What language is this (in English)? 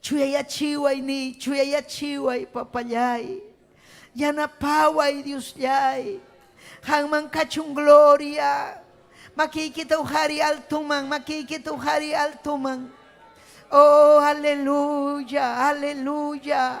Ayacucho Quechua